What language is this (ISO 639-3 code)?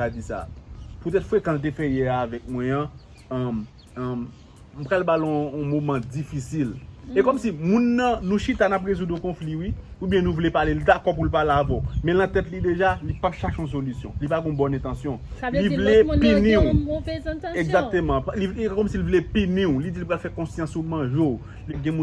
hat